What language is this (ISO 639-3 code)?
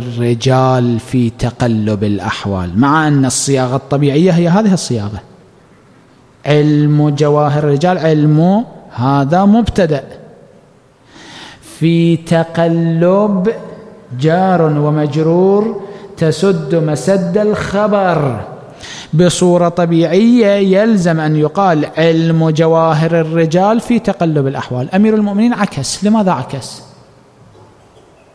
ara